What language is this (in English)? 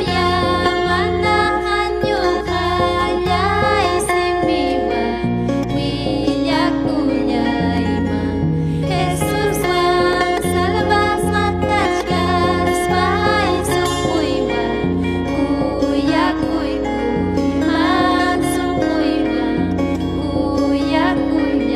Ayacucho Quechua